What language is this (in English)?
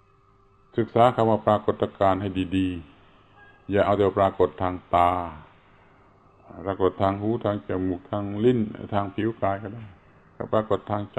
Thai